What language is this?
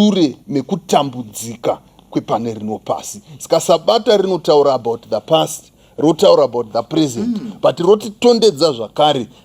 Shona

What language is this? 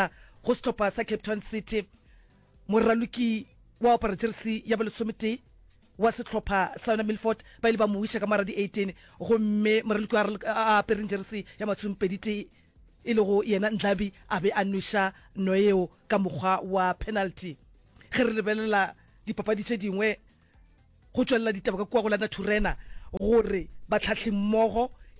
Northern Sotho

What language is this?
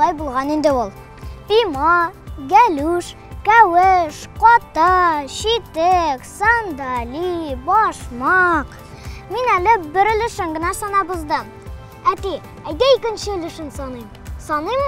Tatar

